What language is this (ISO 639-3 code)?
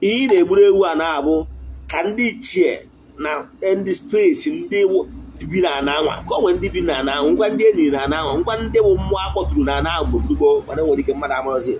ibo